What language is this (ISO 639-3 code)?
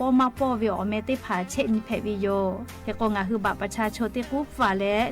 lhu